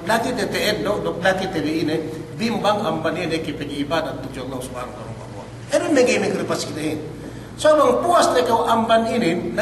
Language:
Yakan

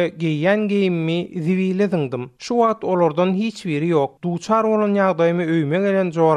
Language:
Turkmen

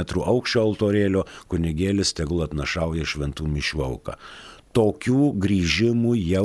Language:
Lithuanian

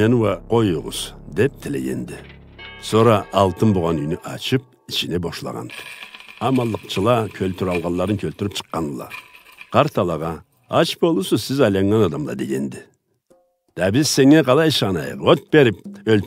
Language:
Karachay-Balkar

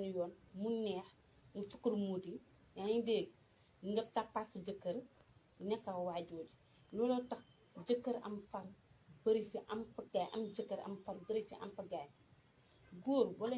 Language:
Wolof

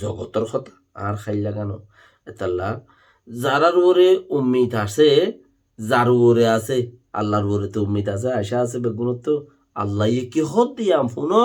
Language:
Rohingya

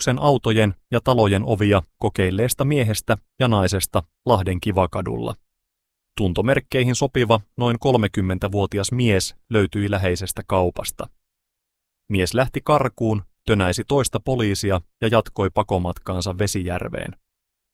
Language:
Finnish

